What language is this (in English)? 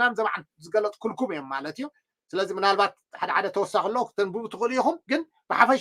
Tigrinya